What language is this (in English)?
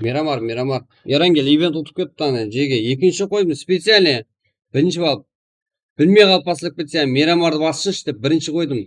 Kara-Kalpak